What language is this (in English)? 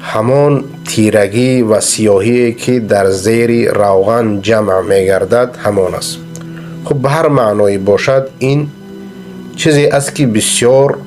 Persian